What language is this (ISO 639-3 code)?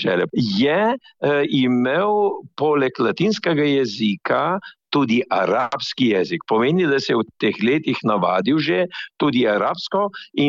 slv